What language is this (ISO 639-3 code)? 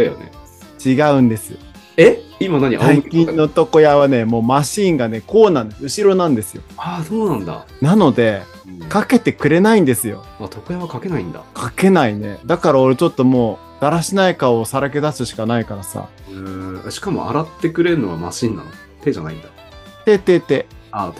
jpn